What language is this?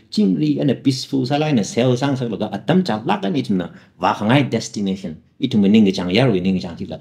Tangkhul Naga (India)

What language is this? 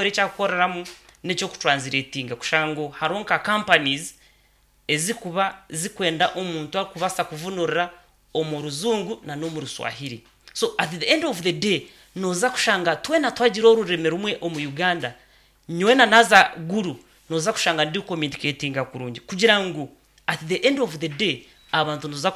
Nyankole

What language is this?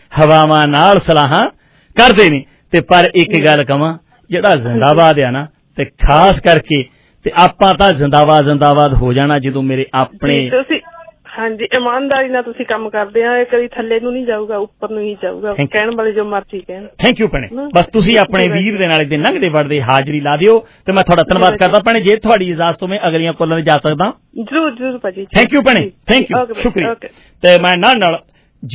Punjabi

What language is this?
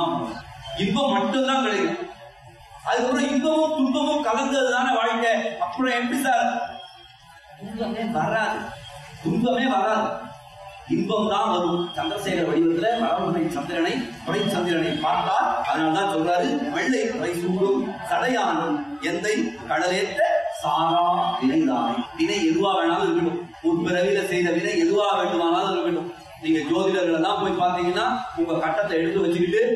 Tamil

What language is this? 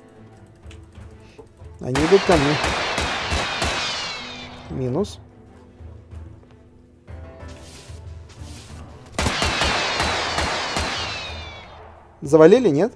Russian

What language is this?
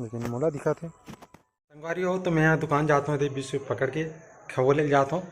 Chhattisgarhi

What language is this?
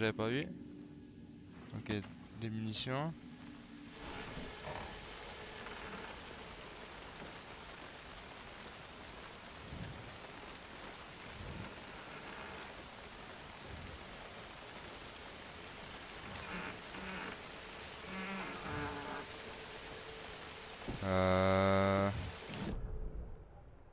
French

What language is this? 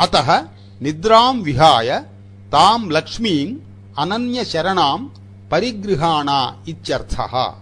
Sanskrit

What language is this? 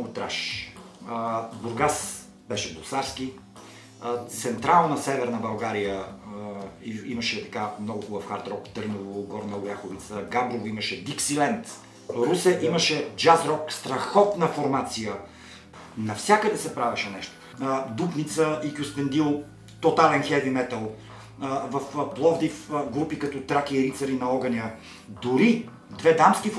Bulgarian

